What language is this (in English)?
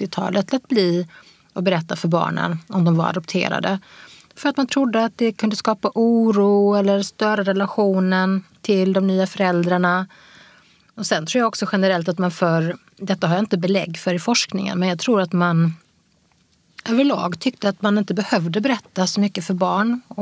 Swedish